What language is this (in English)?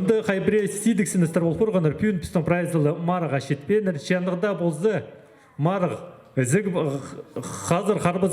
Khakas